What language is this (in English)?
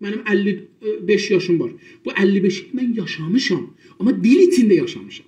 South Azerbaijani